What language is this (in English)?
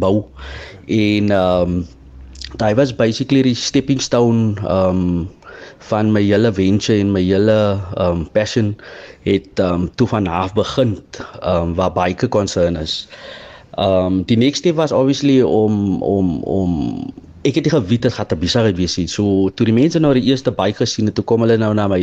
Afrikaans